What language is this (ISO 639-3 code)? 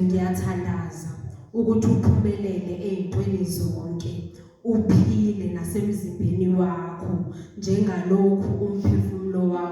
zul